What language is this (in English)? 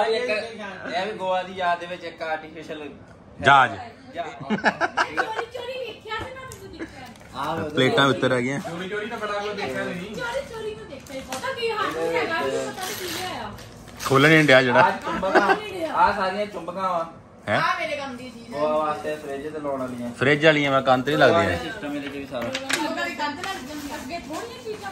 Punjabi